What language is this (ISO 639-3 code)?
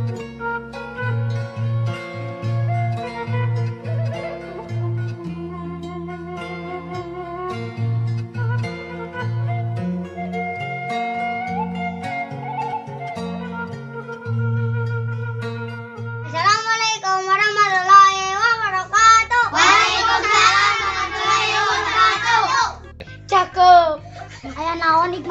sun